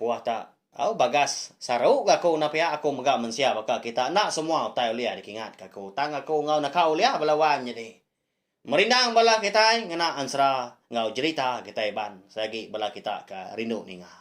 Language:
Iban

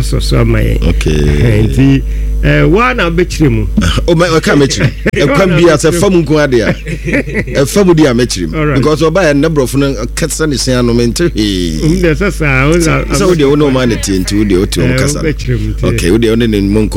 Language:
Akan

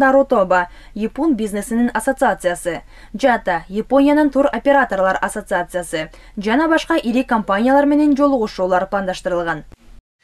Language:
Kyrgyz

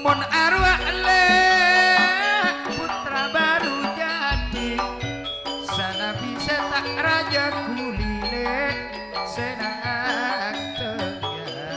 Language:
Madurese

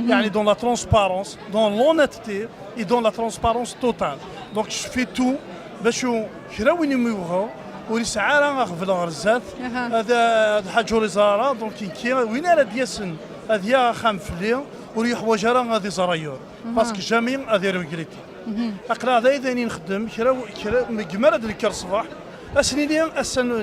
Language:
Kabyle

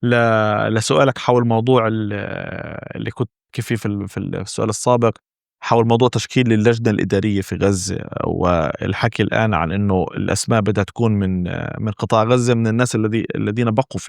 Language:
North Levantine Arabic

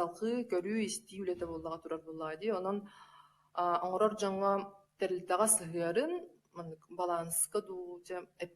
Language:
Yakut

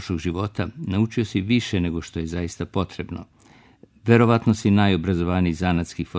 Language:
Serbian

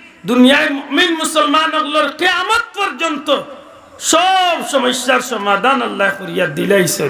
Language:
Sylheti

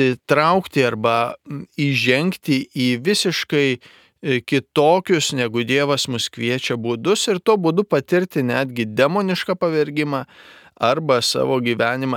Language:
Lithuanian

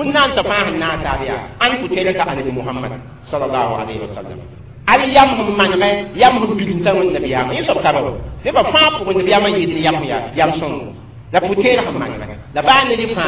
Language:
Mossi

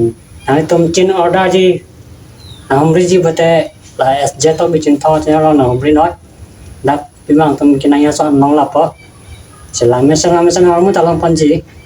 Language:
Karbi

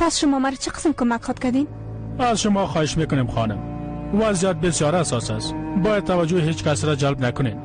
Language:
Persian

